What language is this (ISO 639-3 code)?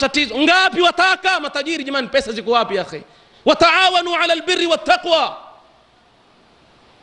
swa